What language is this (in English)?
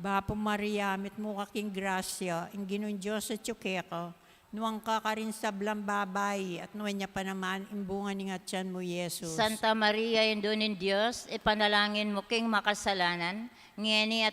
Pampanga